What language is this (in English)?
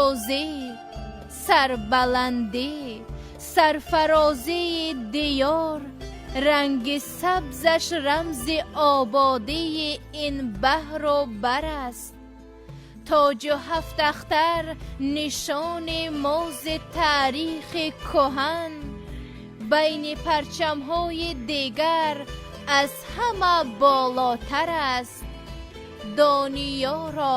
Tajik